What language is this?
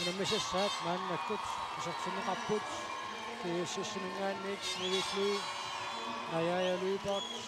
Kalaallisut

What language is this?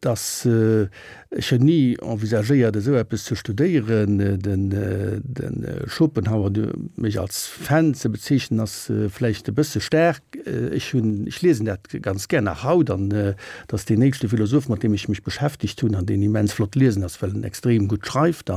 Luxembourgish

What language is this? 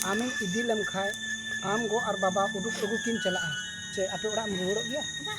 Santali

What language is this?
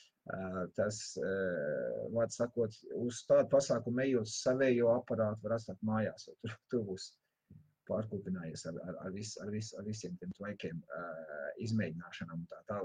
Latvian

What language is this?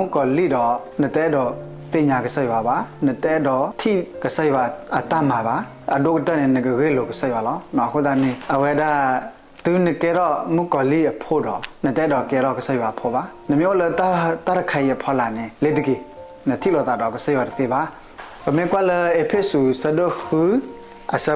S'gaw Karen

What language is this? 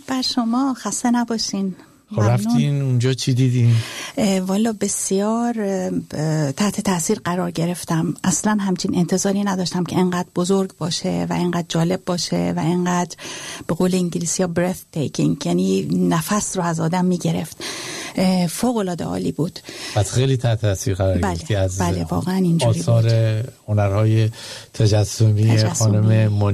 Persian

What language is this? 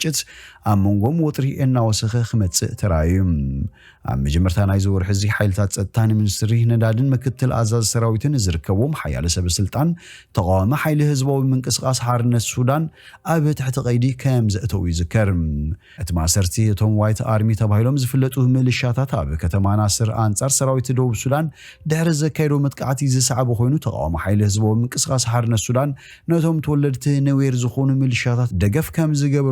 Tigrinya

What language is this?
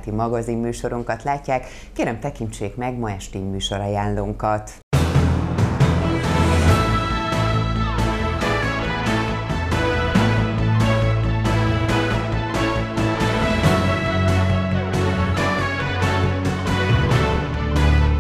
Hungarian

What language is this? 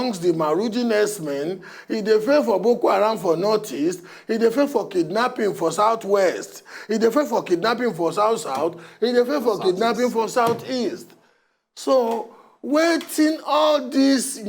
Nigerian Pidgin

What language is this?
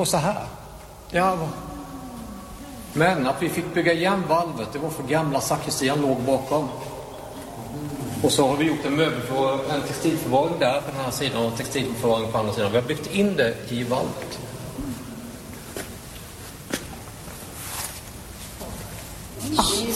Swedish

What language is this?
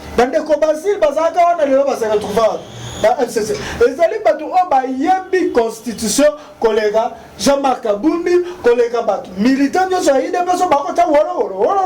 Lingala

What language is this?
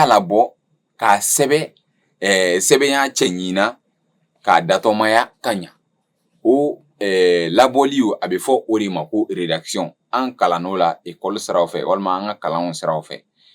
Bambara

